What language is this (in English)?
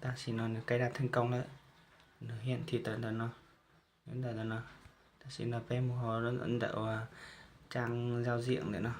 Hmong